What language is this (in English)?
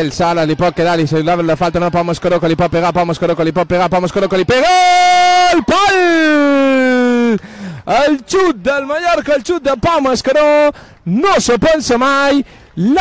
Catalan